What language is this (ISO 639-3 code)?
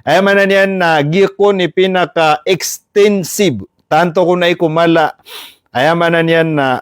mrw